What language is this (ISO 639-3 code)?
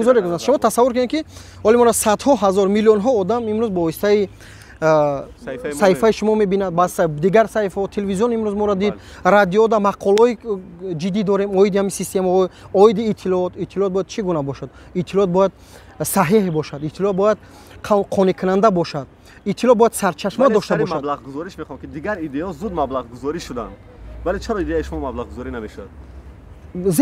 tgk